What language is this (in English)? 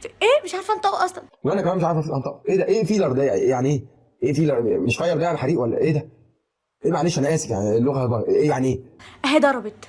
Egyptian Arabic